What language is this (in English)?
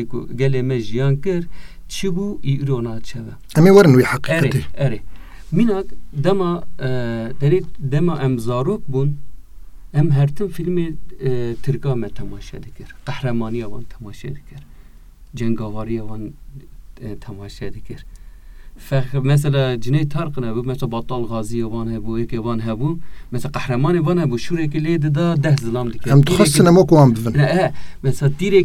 Kurdish